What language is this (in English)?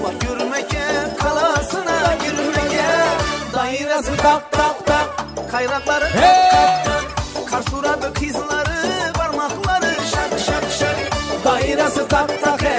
Kara-Kalpak